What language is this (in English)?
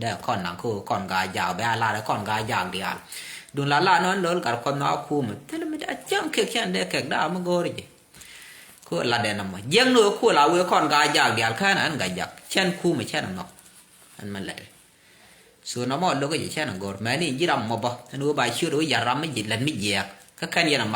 Nuer